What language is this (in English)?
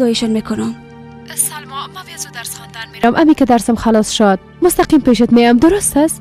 Persian